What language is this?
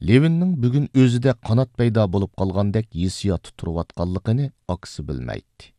Uyghur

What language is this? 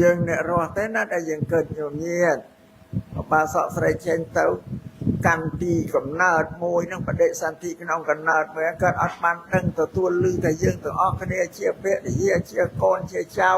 Khmer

